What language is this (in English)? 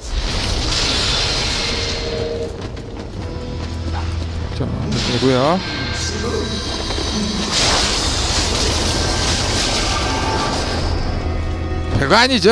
Korean